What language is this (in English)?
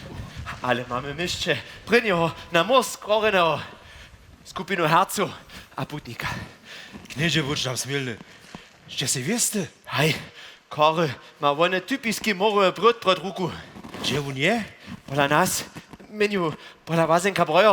Upper Sorbian